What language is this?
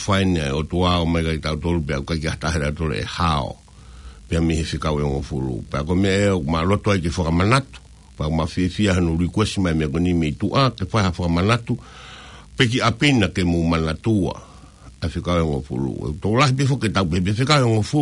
Tongan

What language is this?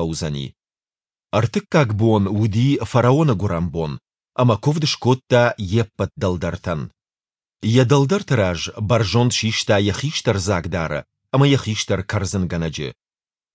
Ossetic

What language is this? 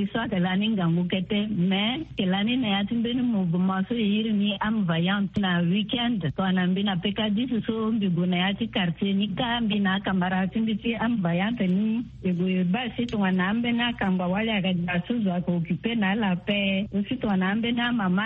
Sango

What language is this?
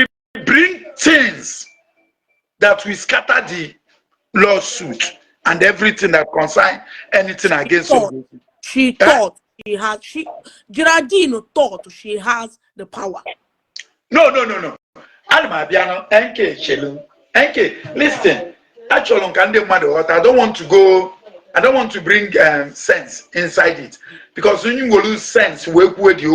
Igbo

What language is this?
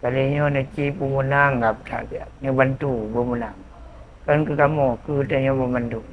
Achinese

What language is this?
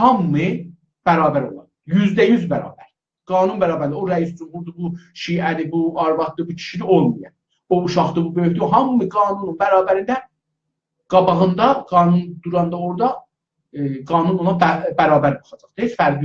South Azerbaijani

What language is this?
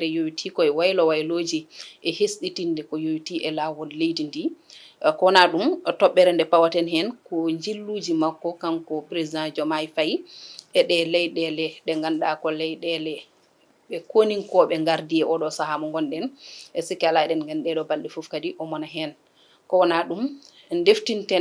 Fula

